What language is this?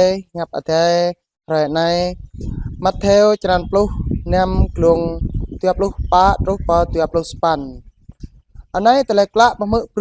Jarai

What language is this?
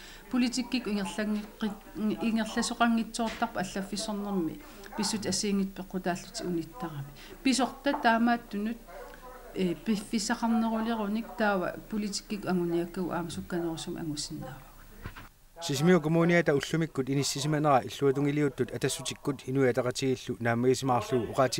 Kalaallisut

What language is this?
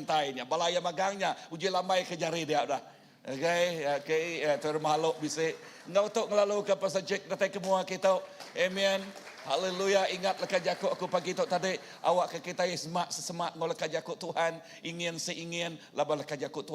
Iban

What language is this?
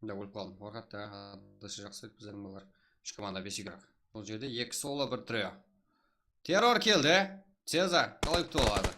Kara-Kalpak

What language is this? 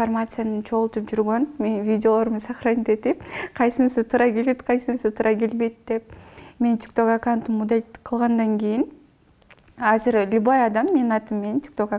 Kyrgyz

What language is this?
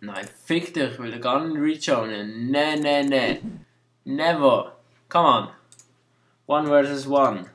Swiss German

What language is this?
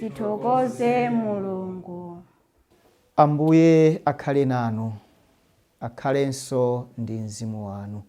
Nyanja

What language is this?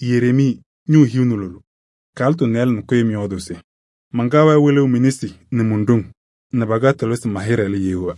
Kabiyè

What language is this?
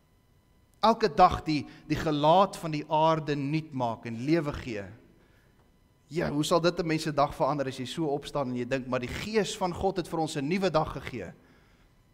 Afrikaans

